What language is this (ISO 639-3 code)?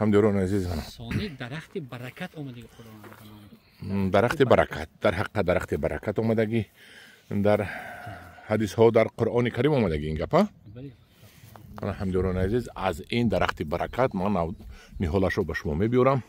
tgk